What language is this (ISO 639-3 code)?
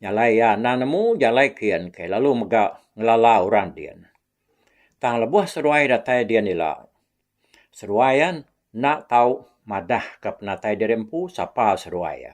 iba